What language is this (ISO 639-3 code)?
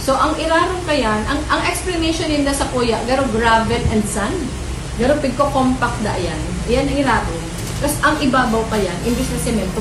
bik